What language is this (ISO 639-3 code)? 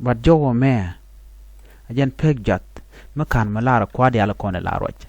nus